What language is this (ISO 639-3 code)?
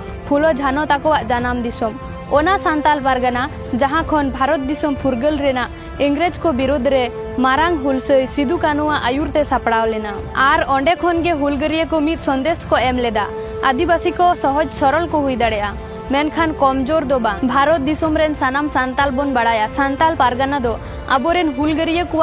sat